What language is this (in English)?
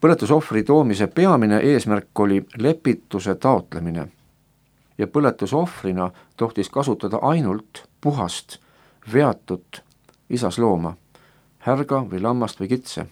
Estonian